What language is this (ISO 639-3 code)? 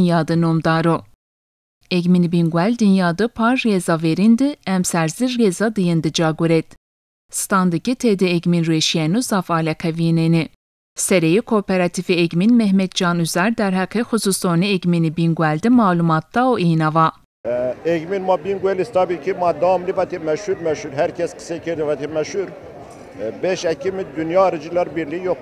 zza